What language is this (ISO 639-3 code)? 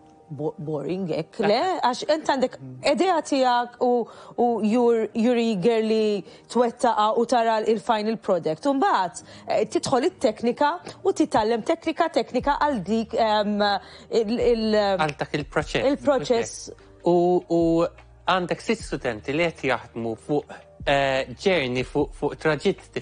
mlt